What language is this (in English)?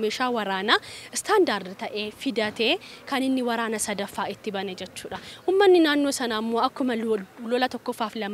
Oromo